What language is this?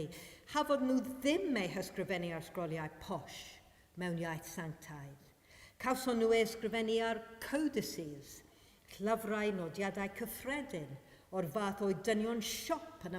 Welsh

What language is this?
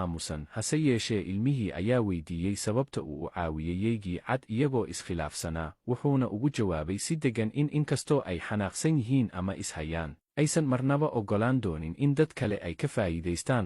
Somali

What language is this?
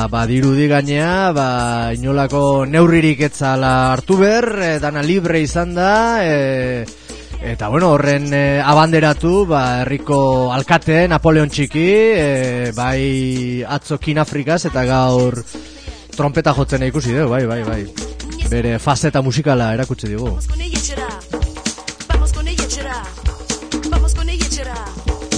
Basque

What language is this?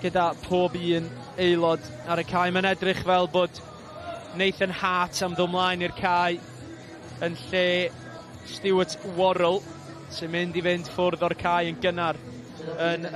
Welsh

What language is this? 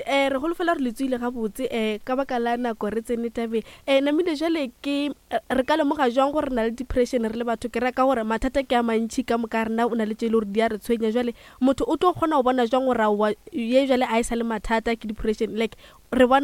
Northern Sotho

